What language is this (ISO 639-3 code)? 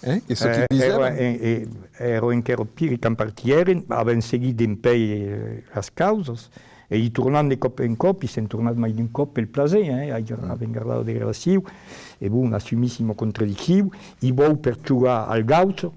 oci